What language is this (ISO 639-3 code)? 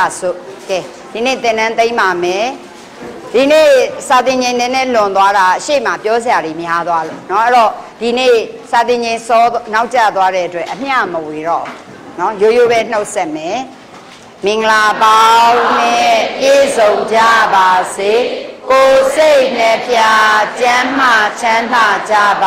mya